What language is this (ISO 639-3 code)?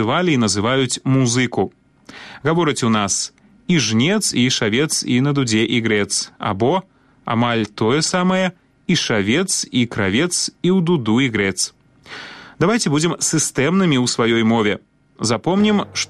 bel